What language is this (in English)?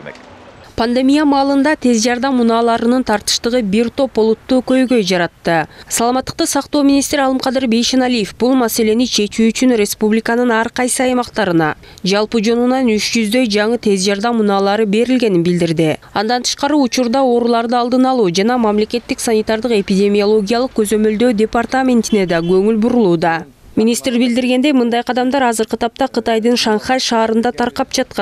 Kyrgyz